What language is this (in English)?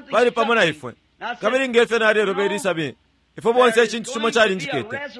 Bemba